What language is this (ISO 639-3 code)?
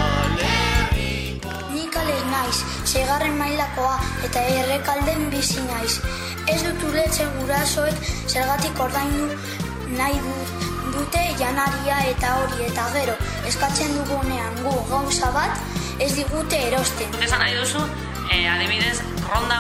eus